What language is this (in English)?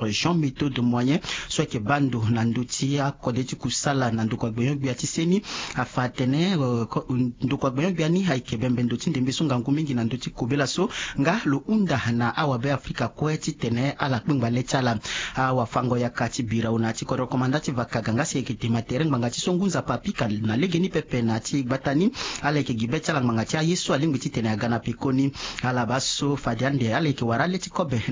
Sango